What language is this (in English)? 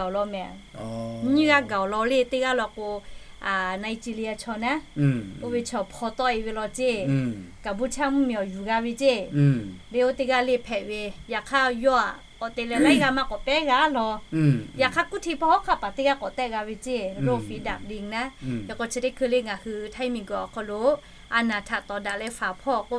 Lahu